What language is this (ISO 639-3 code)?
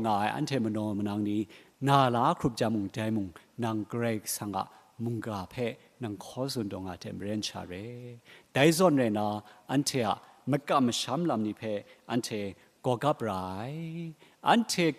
kac